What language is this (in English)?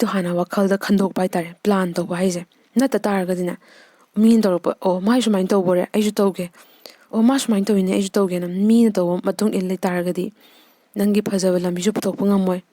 Manipuri